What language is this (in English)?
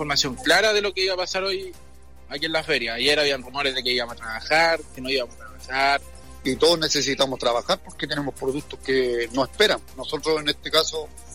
Spanish